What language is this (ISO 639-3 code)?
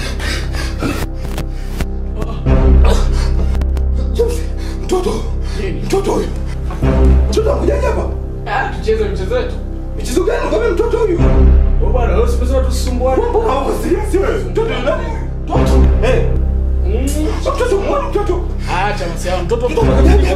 swa